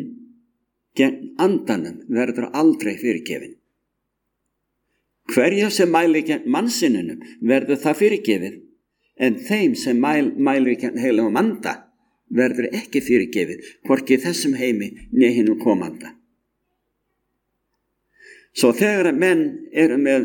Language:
Icelandic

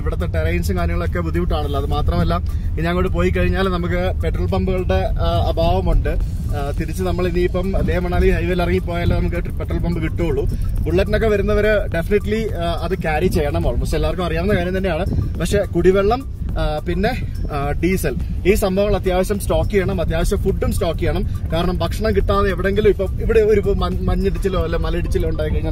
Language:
Malayalam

